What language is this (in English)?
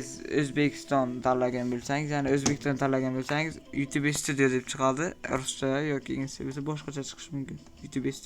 Uzbek